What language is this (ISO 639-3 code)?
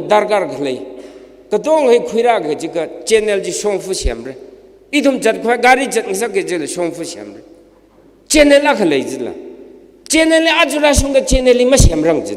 nmf